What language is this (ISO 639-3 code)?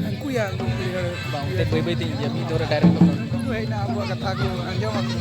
sat